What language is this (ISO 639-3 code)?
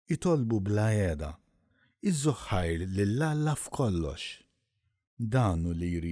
mlt